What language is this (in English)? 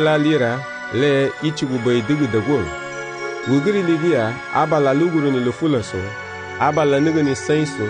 Garifuna